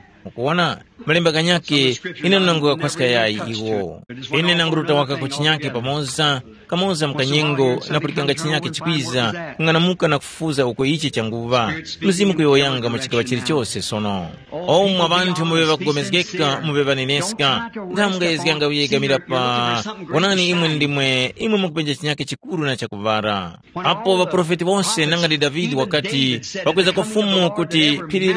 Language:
Tumbuka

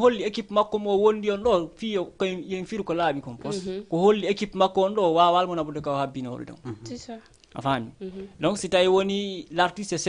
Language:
Fula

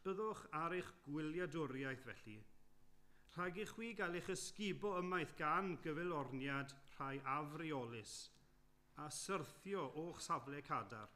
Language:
Welsh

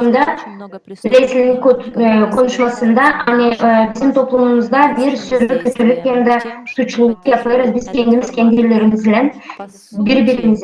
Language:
Gagauz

